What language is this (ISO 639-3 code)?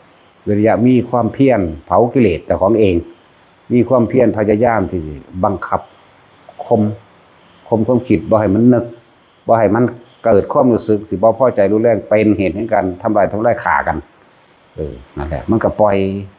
tts